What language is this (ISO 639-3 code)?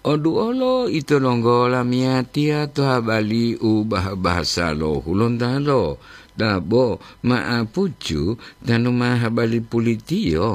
gor